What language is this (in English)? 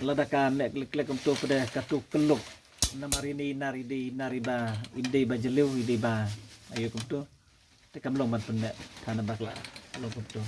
Khasi